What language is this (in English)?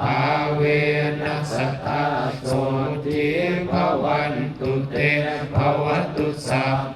Pali